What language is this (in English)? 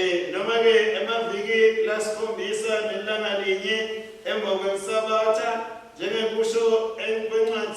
Swati